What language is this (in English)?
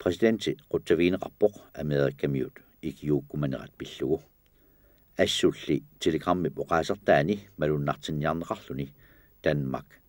Kalaallisut